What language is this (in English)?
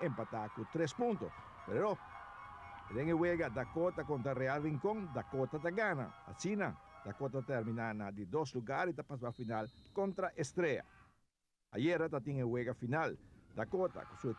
Papiamento